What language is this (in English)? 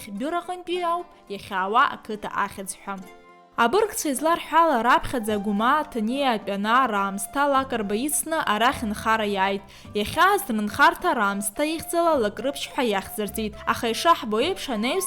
Abkhazian